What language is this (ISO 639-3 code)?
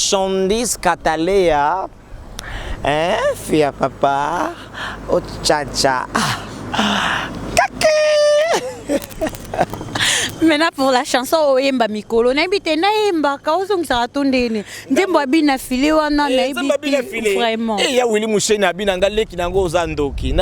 lin